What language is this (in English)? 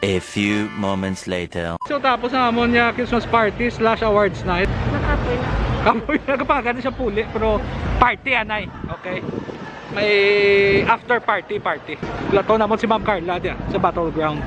Hiligaynon